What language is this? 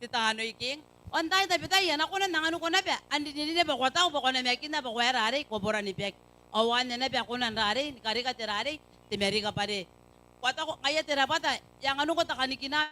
Gilbertese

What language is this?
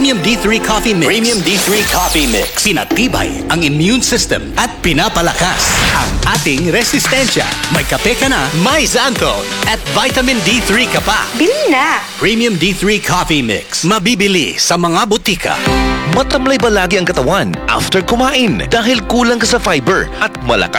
Filipino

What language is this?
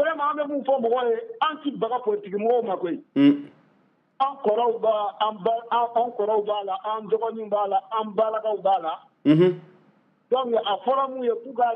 Bambara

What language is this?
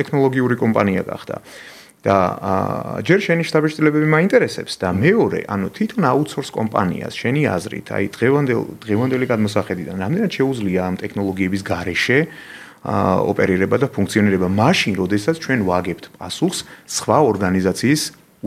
Georgian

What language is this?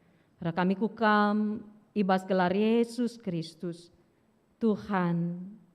Batak Karo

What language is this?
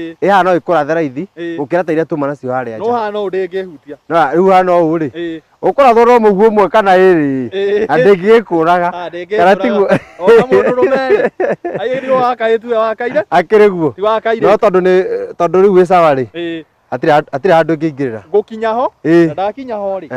Kikuyu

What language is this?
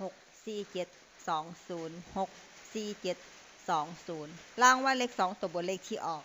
Lao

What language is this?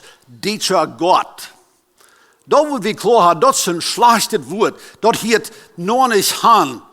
Plautdietsch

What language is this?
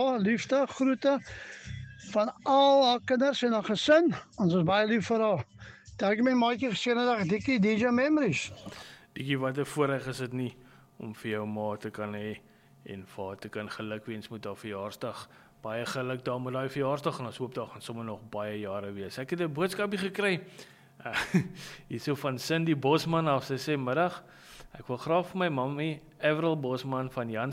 Afrikaans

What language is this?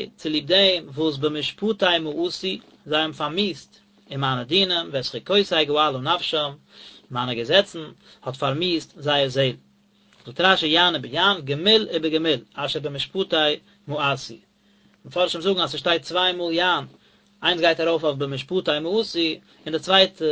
Yiddish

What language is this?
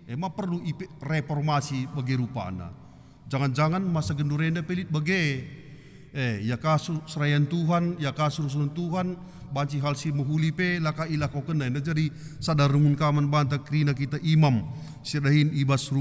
Batak Karo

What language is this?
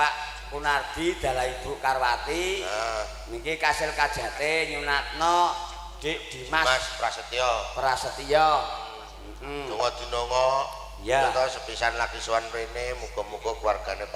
Javanese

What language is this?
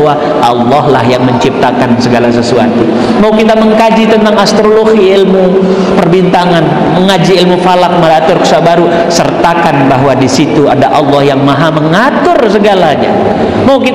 Sasak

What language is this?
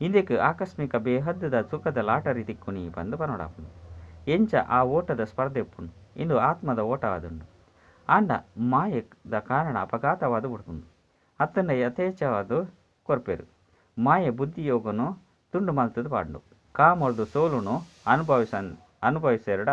Tulu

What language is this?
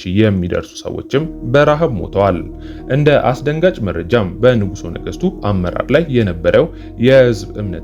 Amharic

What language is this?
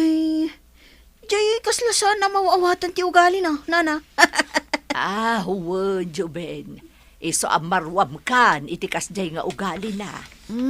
Iloko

